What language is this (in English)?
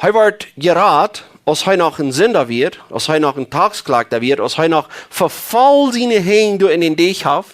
Plautdietsch